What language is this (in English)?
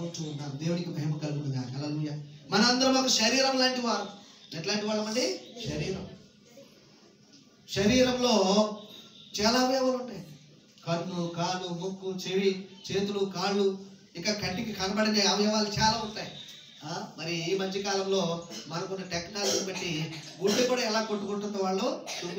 Telugu